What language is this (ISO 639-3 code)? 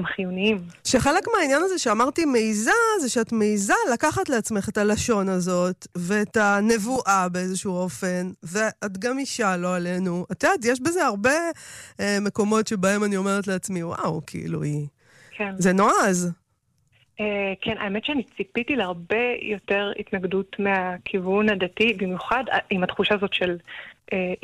heb